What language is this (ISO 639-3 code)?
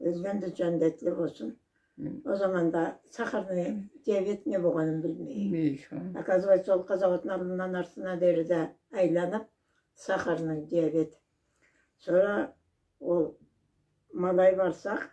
krc